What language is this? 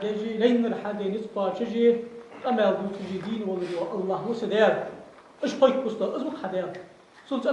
Ingush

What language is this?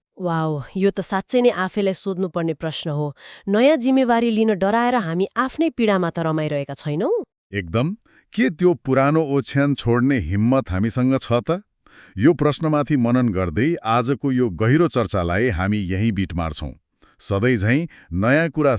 Nepali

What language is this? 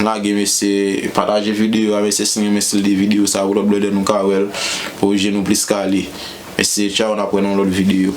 Haitian Creole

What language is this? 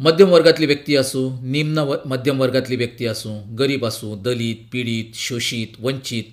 Konkani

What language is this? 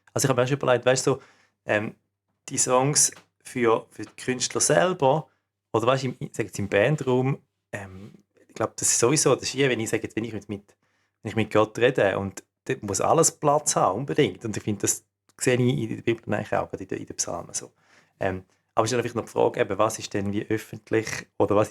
Swiss German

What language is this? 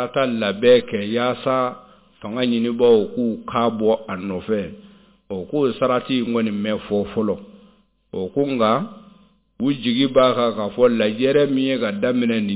Bambara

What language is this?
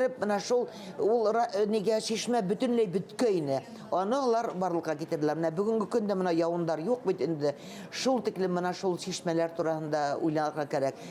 Bashkir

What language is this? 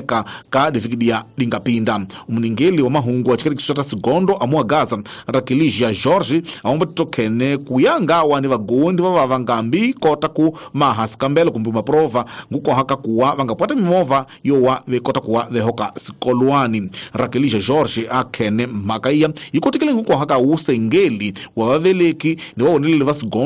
Tsonga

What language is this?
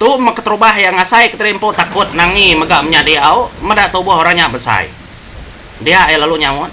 Iban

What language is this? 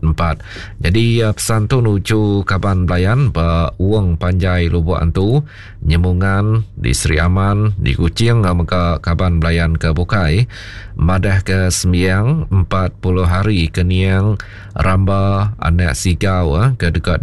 Iban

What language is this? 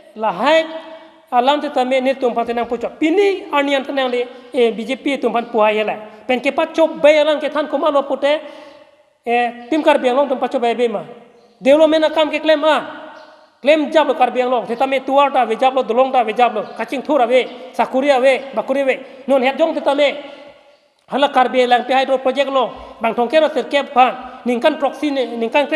Karbi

